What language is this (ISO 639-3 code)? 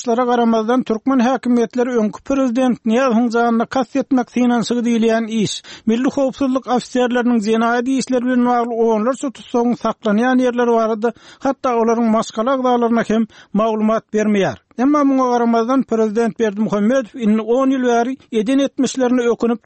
tuk